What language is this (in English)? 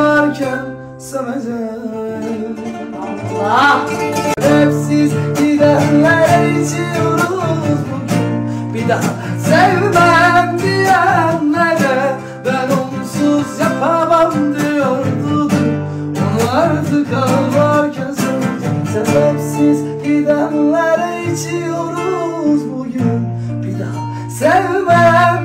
Turkish